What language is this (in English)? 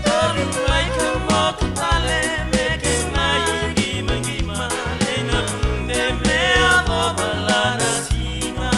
Fijian